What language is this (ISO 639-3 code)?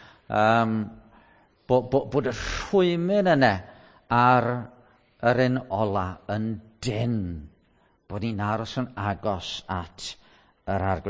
cym